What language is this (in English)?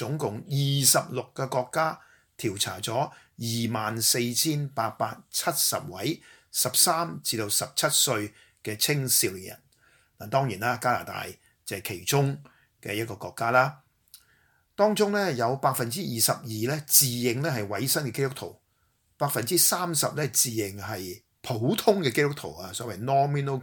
Cantonese